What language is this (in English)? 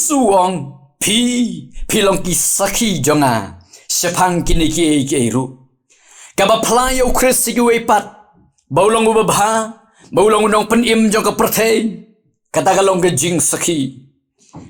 Khasi